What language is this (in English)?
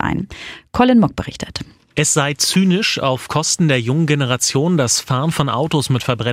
German